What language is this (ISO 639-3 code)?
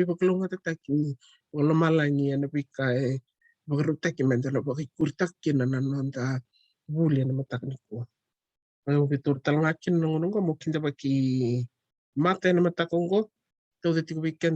fij